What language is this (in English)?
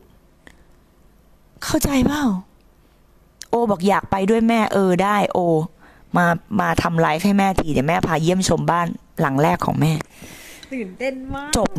Thai